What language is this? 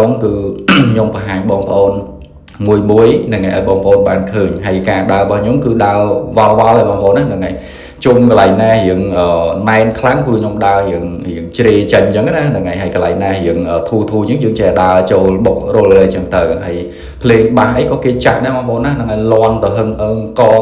Khmer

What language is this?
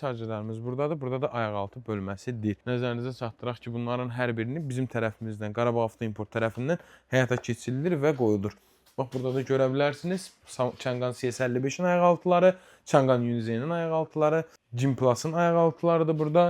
Azerbaijani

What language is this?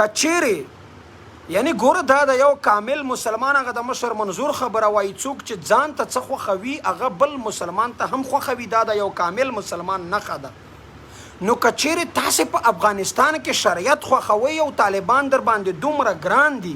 Pashto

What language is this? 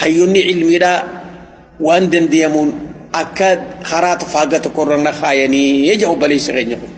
Oromo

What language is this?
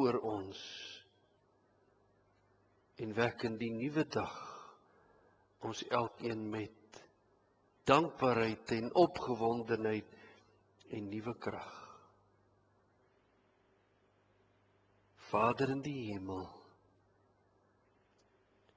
Afrikaans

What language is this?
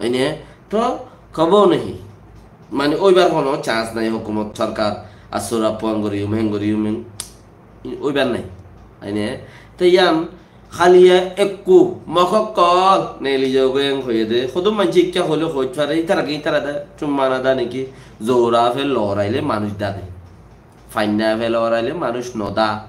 Rohingya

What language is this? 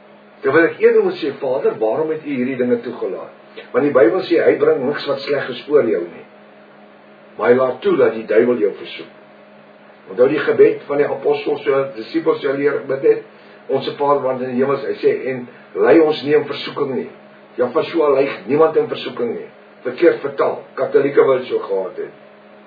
Afrikaans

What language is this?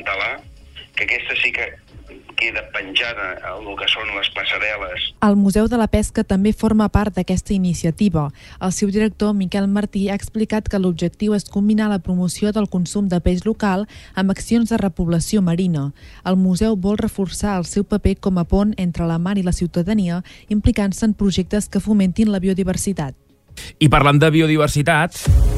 Catalan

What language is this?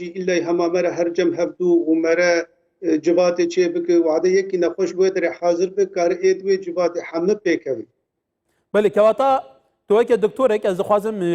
Kurdish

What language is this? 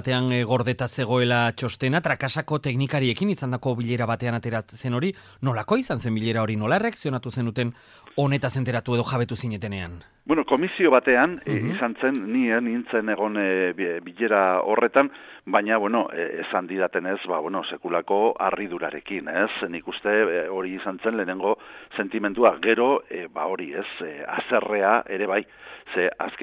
Basque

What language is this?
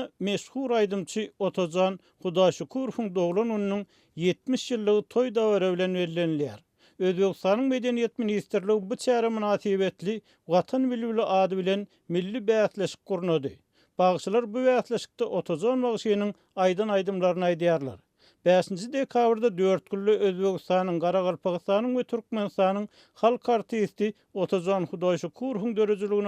Turkmen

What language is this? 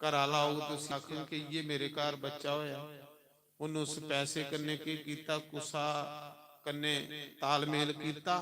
Dogri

